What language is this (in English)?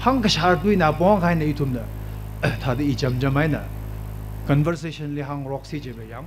Tangkhul Naga (India)